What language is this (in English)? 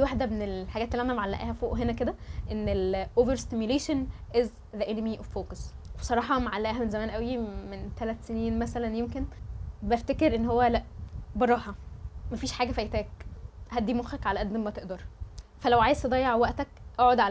Egyptian Arabic